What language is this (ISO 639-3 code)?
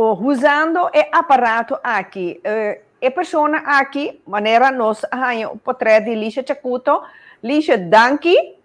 pap